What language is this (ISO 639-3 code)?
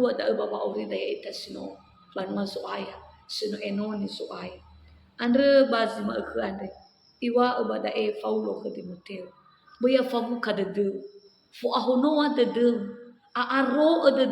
nia